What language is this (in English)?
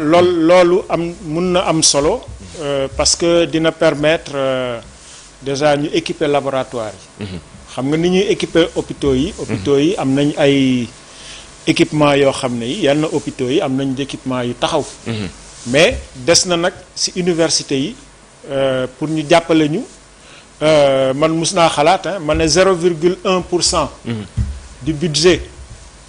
Wolof